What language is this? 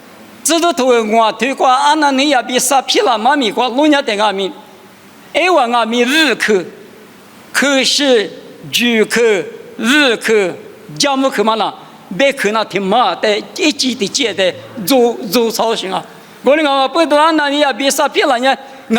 Lisu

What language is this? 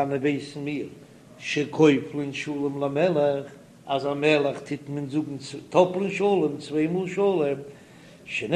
Yiddish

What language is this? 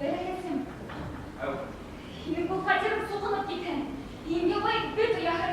Bashkir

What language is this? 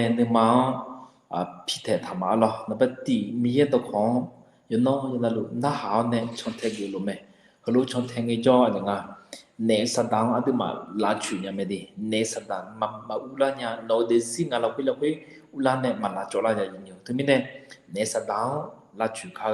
Akha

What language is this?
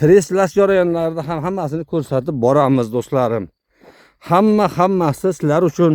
Uzbek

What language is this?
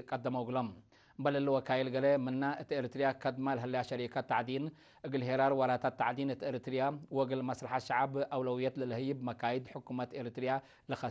Tigre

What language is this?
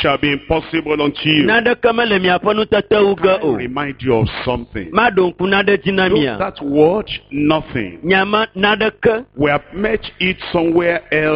Ewe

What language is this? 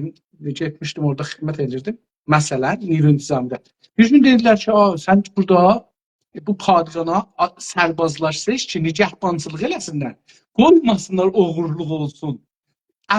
South Azerbaijani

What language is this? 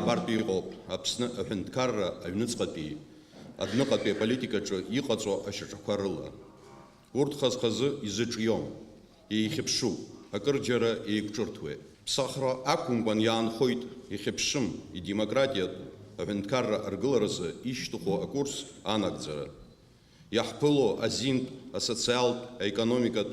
Abkhazian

